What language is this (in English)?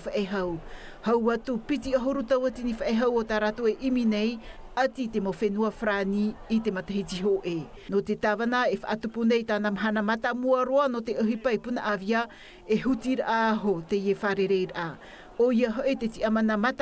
Tahitian